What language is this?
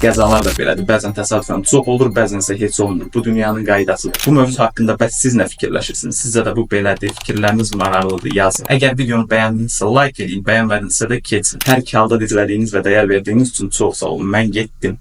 Azerbaijani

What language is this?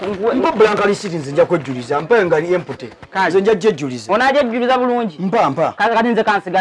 Ganda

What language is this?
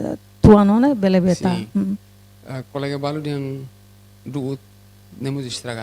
Tetum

